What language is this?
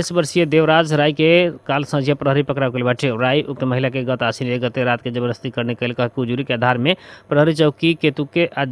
Bhojpuri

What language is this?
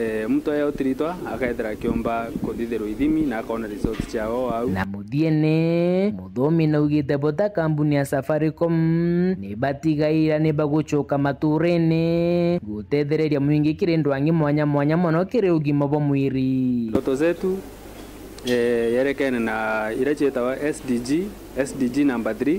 Meru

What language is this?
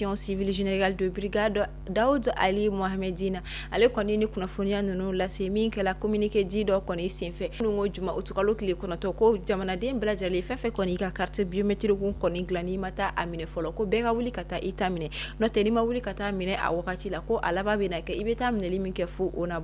Bambara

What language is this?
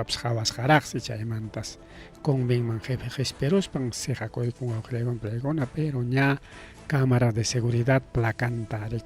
Ayacucho Quechua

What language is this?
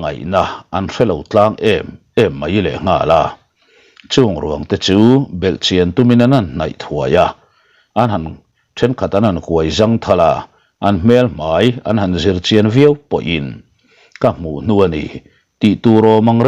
Mizo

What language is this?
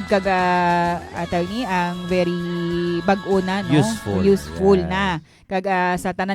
Hiligaynon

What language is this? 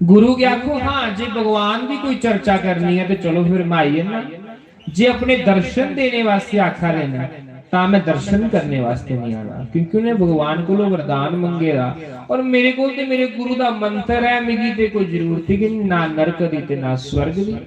Dogri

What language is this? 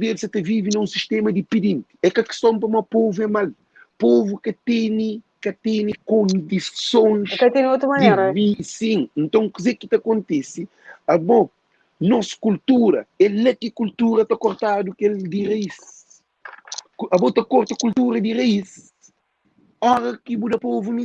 Kabuverdianu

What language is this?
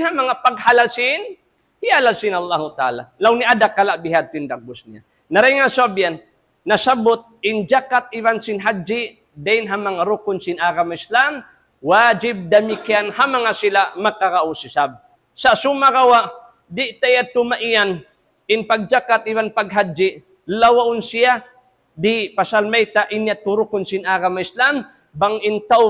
Tausug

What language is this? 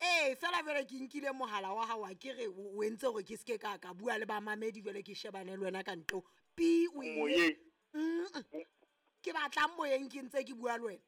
Southern Sotho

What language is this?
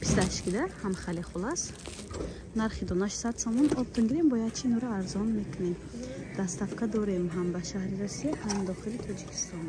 Tajik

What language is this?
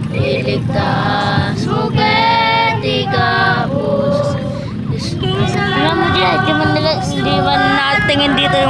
Pampanga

